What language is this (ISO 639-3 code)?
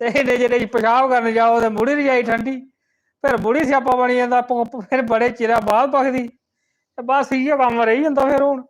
doi